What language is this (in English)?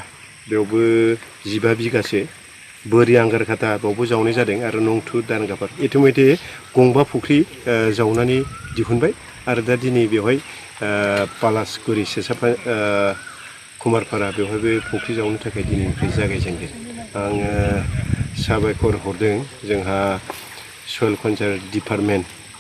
Bodo